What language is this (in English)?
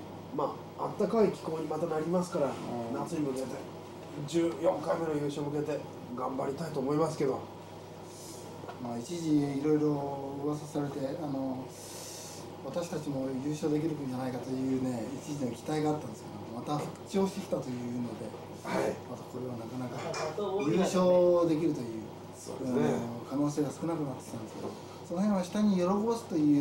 Japanese